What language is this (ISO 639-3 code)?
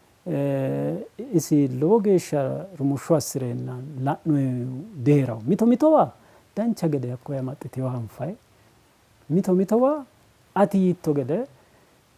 sid